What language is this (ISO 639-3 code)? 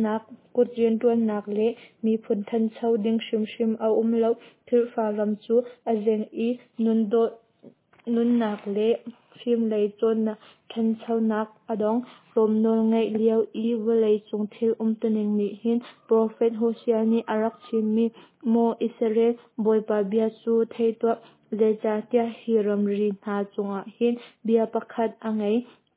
cnh